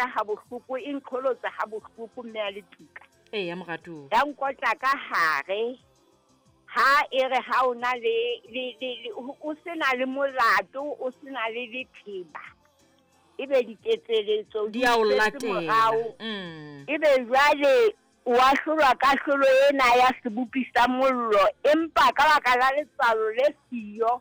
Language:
Southern Sotho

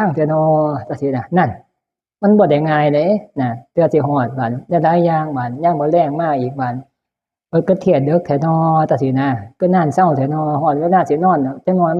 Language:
Northeastern Thai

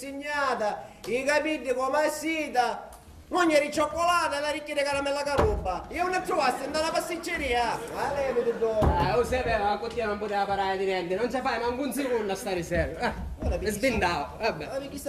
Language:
Sicilian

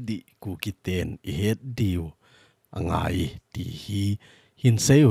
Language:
Thado Chin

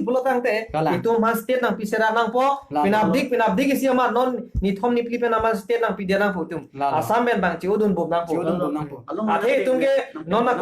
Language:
Karbi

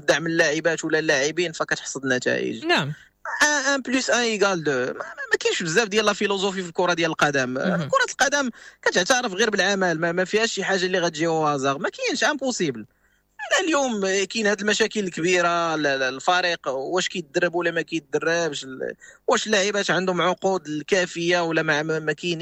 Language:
Moroccan Arabic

